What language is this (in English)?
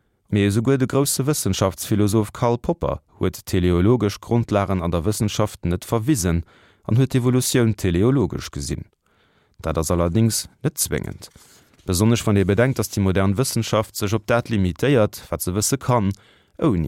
Luxembourgish